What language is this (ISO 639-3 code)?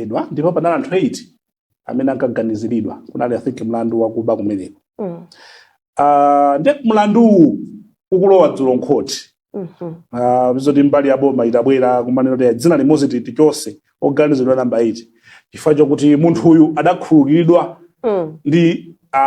nya